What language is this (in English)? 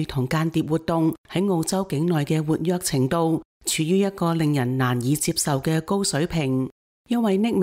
Cantonese